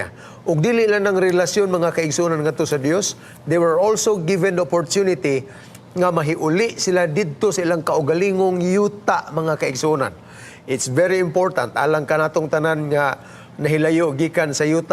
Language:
Cebuano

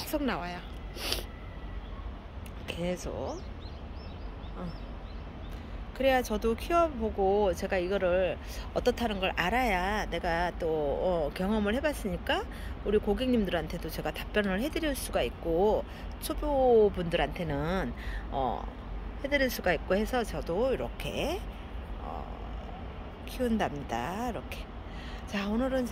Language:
Korean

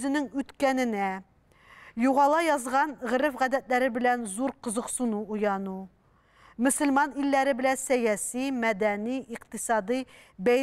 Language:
Tatar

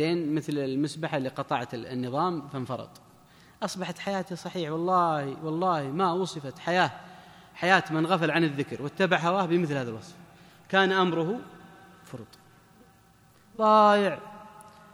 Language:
Arabic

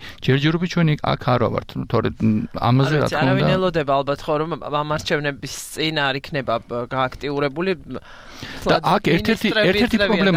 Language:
Georgian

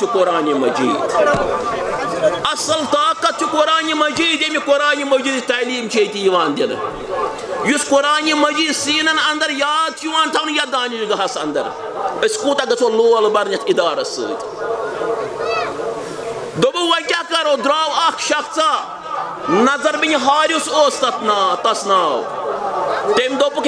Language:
Kashmiri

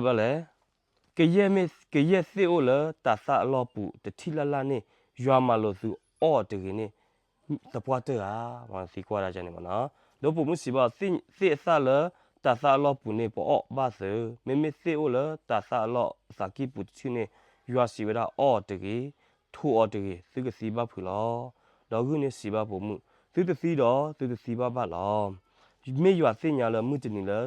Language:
S'gaw Karen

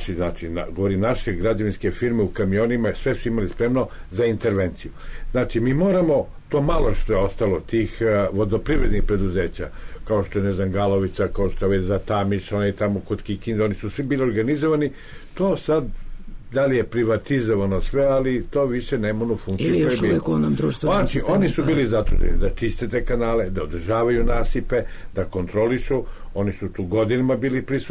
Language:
Serbian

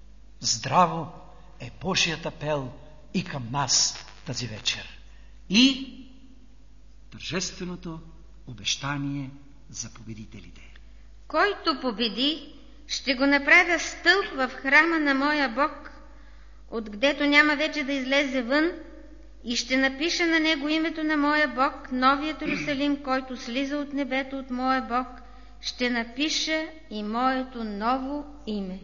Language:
Bulgarian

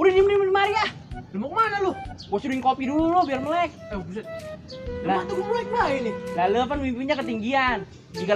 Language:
Betawi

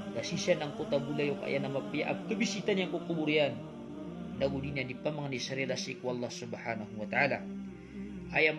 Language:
Maranao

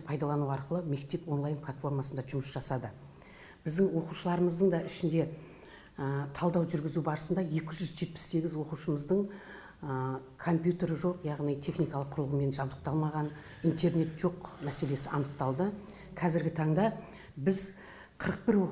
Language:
Kazakh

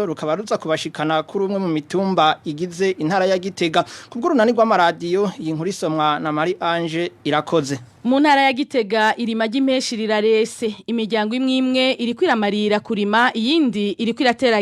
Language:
Rundi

